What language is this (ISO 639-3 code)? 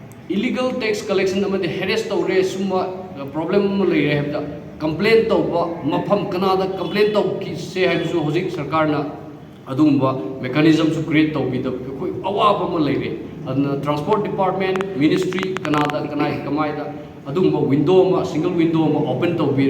mni